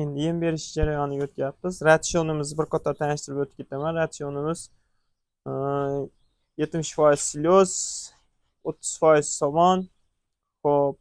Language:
Uzbek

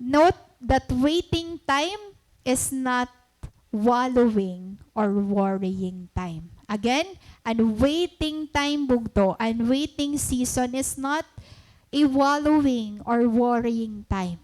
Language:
Waray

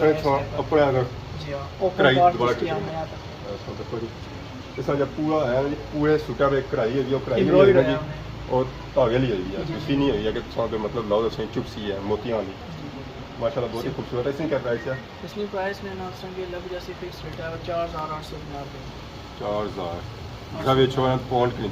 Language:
Pahari-Potwari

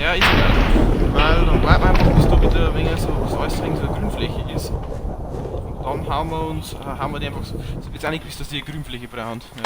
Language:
Bavarian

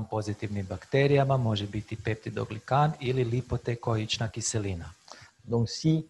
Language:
Croatian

